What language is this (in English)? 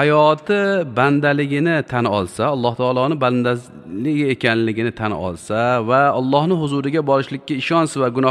Uzbek